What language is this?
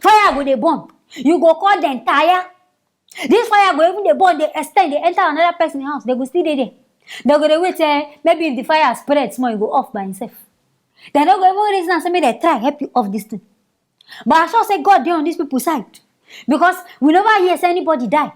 Nigerian Pidgin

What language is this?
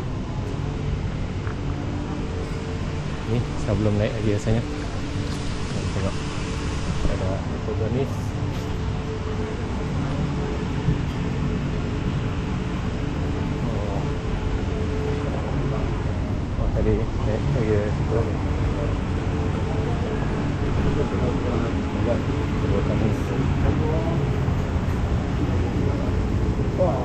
Malay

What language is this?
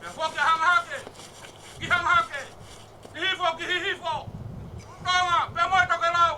Tongan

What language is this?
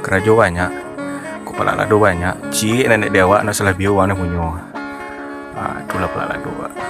Minangkabau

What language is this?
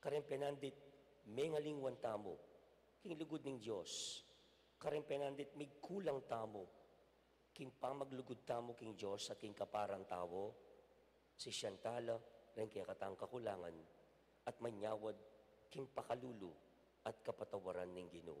Pampanga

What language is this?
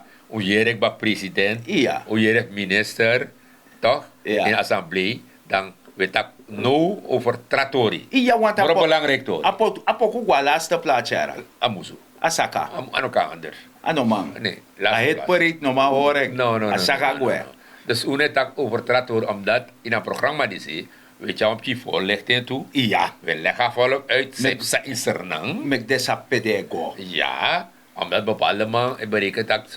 Sranan Tongo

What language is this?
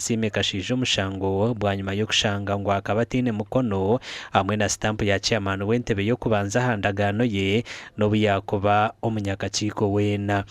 Nyankole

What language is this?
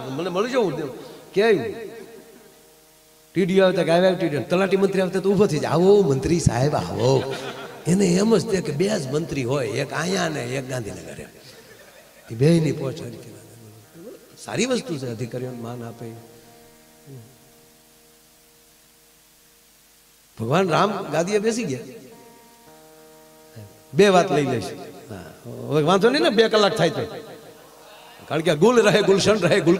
Gujarati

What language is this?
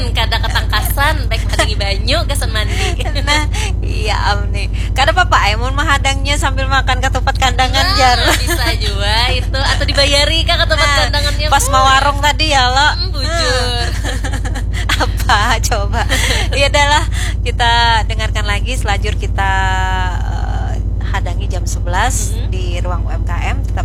Banjar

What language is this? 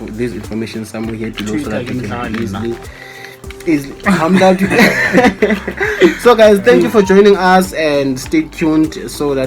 Southern Sotho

